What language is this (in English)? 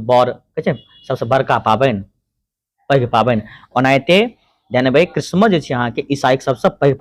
Maithili